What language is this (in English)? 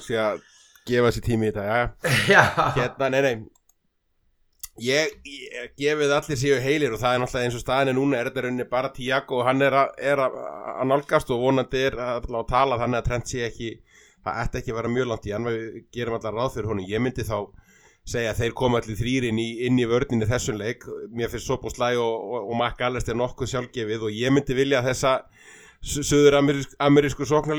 Icelandic